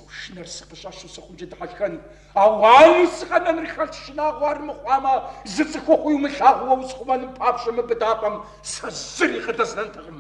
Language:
Kabardian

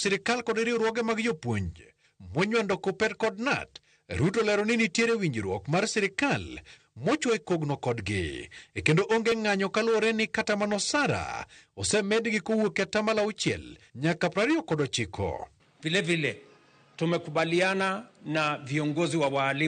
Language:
Luo (Kenya and Tanzania)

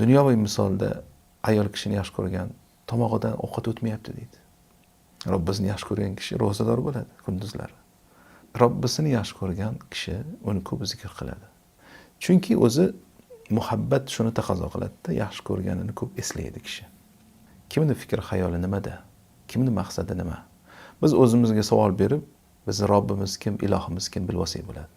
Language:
Uzbek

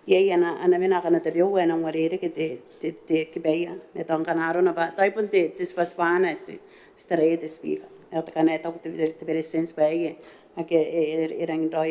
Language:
Gilbertese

